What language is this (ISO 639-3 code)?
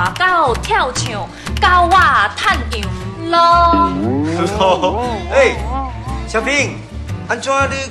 nan